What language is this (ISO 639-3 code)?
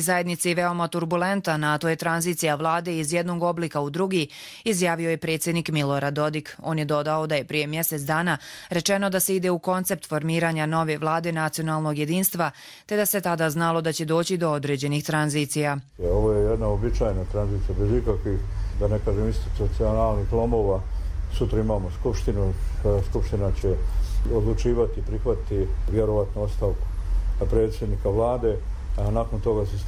hrv